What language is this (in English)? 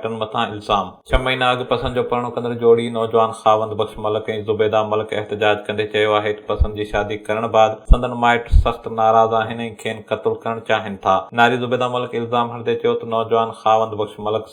Sindhi